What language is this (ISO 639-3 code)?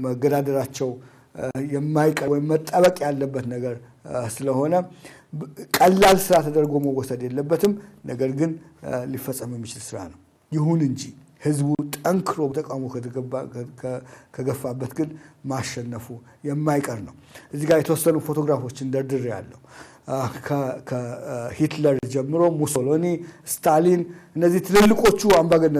amh